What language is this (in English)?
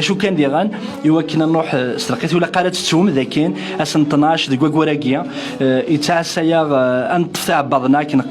Kabyle